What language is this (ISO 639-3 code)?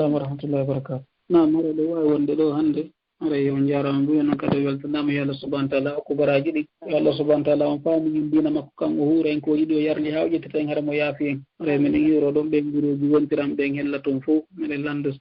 ful